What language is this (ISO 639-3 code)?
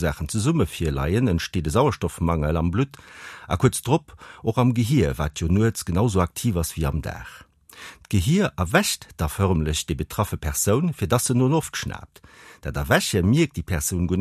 ltz